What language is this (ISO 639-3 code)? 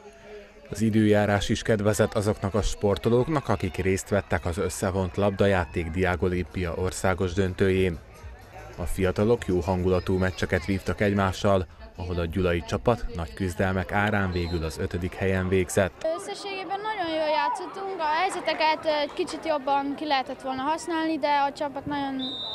hun